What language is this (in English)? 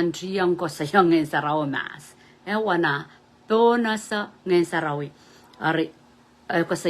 Pohnpeian